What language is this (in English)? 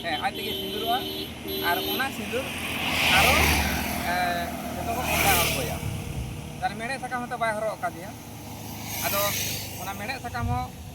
Santali